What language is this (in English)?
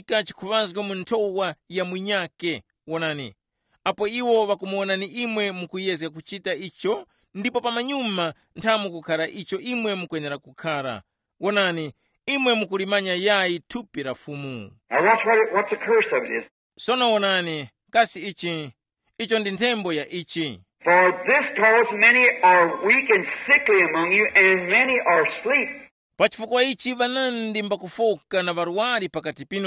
Tumbuka